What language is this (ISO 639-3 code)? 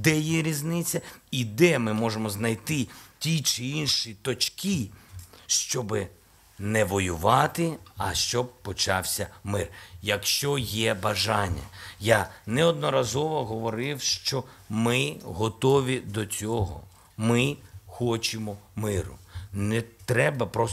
ukr